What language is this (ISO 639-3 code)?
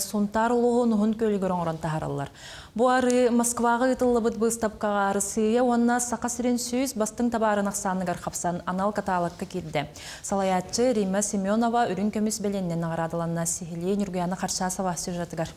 sah